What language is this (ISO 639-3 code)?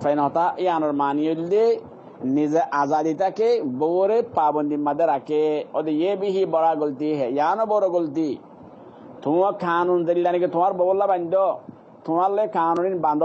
rhg